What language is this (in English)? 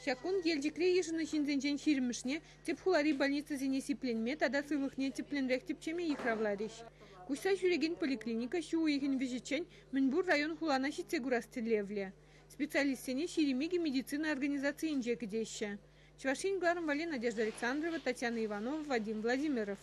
Chuvash